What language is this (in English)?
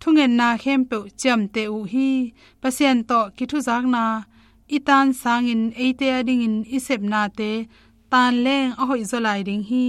Tedim Chin